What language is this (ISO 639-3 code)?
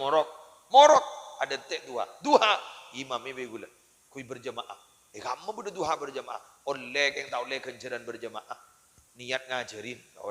mad